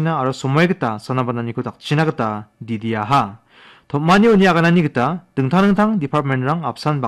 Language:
Garo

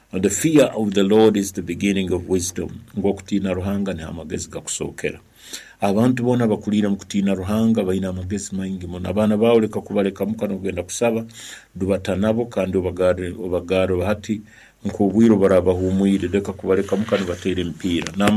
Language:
Nyankole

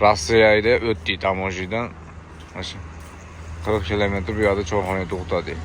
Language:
Uzbek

